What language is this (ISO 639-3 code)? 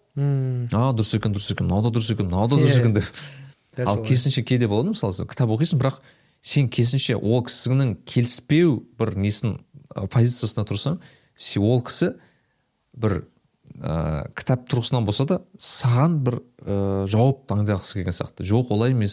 kaz